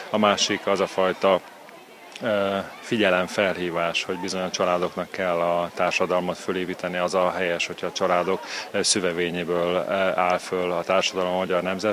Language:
Hungarian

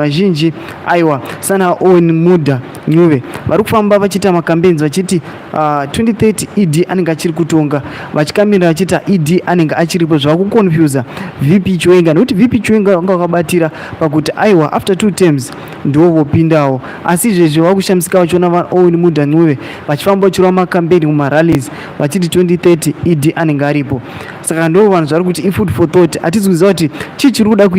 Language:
Shona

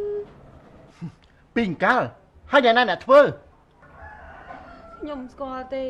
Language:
Khmer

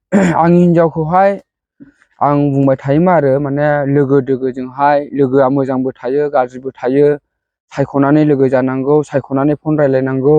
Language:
Bodo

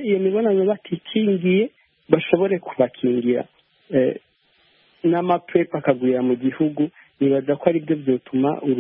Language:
Kinyarwanda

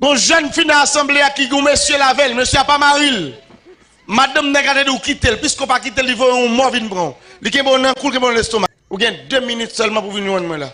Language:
Haitian Creole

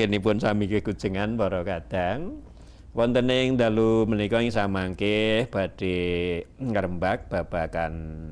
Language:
Javanese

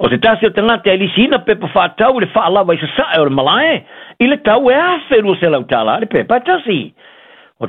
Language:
Samoan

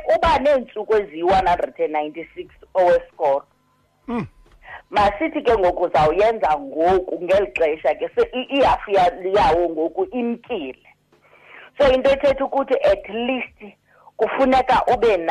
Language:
Xhosa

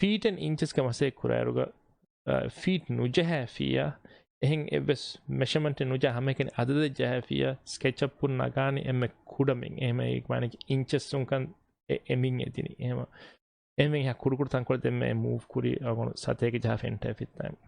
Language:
Divehi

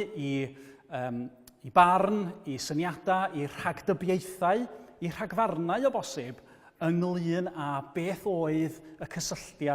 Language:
Welsh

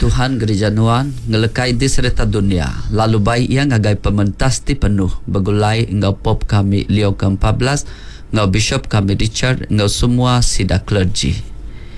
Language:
Iban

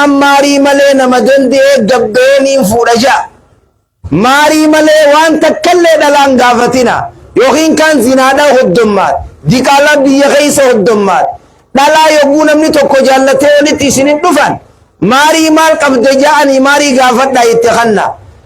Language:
Oromo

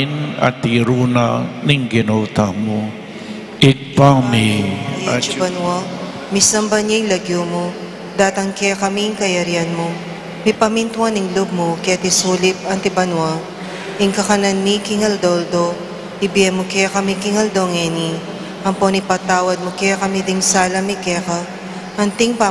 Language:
Pampanga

